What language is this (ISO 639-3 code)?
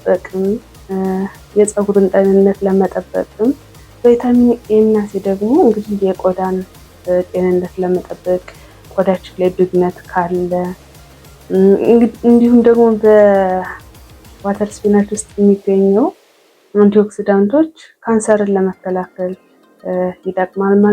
amh